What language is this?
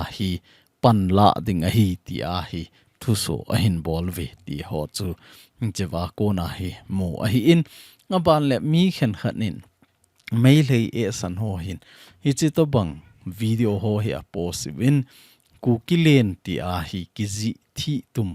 Thado Chin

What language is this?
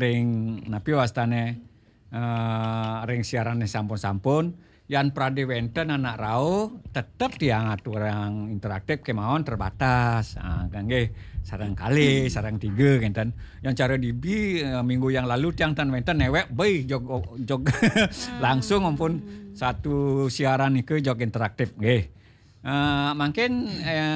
Balinese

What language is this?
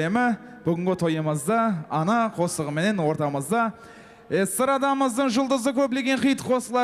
Kara-Kalpak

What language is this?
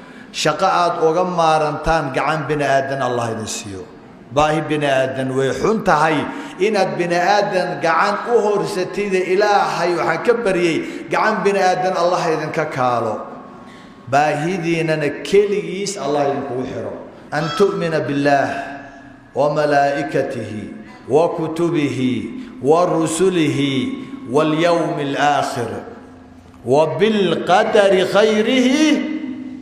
Somali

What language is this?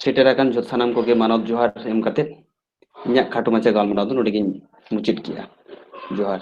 Santali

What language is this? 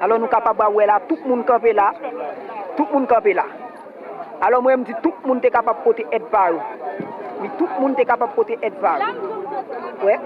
Haitian Creole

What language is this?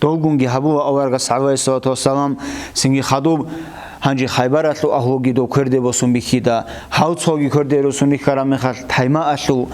Avaric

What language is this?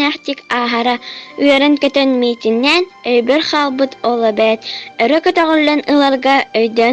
Yakut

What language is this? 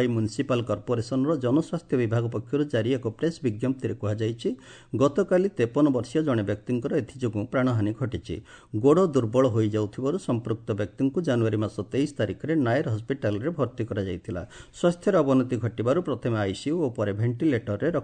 Odia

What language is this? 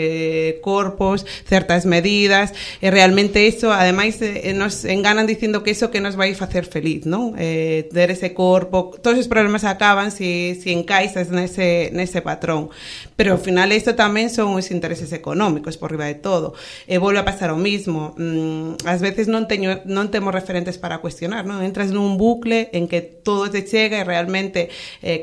Galician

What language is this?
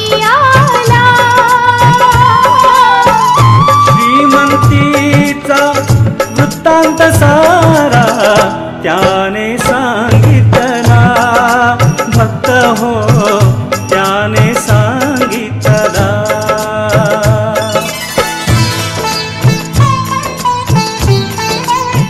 Marathi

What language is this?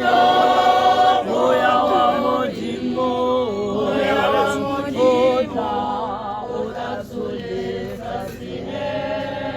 Tswana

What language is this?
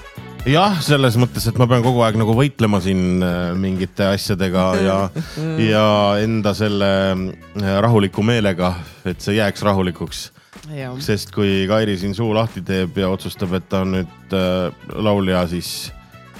Estonian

